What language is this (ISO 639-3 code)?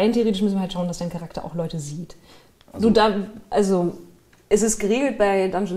deu